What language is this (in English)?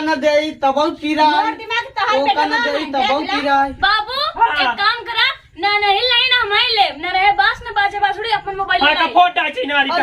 Awadhi